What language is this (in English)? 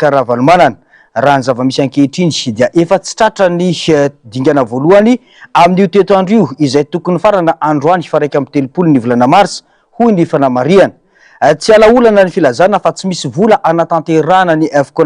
Malagasy